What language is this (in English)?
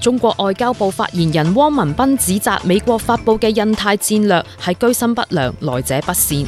Cantonese